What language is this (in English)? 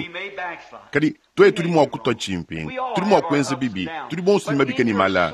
Luba-Lulua